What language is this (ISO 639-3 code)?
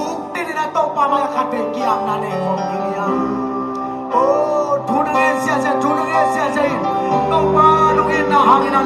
ctd